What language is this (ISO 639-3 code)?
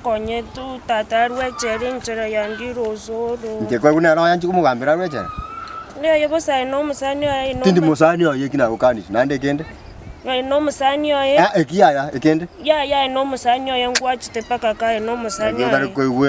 guz